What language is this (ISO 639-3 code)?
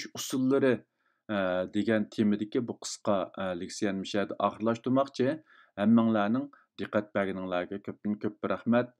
uig